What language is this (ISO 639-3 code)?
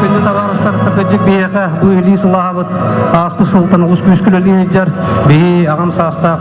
sah